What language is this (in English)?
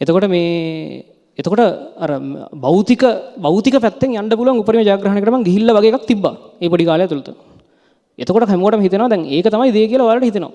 Sinhala